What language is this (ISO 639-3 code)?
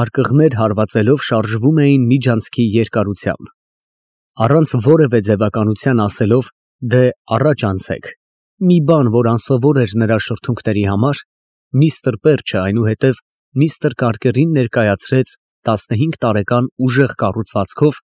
hye